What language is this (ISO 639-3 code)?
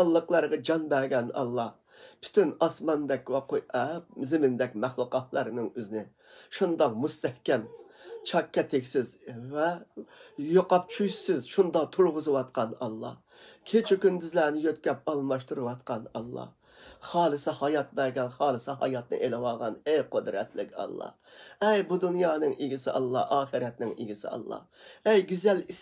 uig